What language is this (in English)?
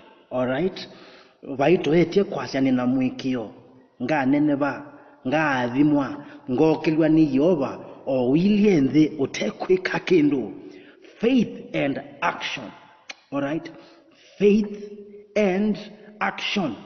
Kamba